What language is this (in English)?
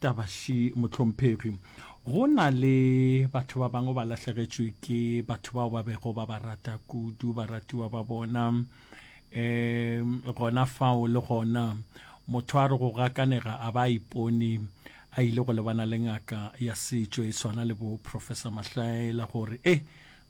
Northern Sotho